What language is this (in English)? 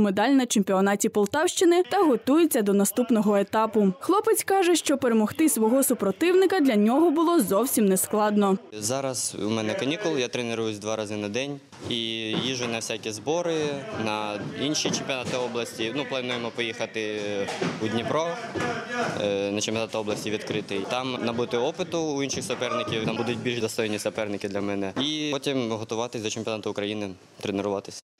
Ukrainian